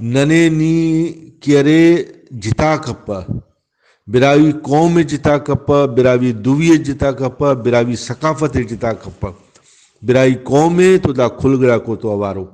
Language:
Brahui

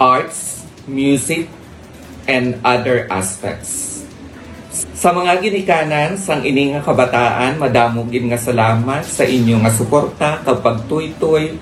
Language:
Hiligaynon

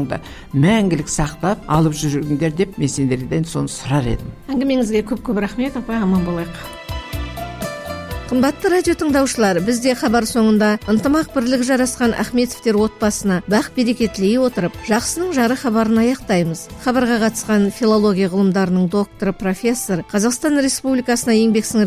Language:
Kazakh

